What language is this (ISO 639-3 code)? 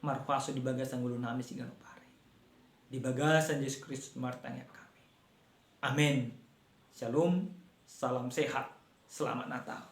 bbc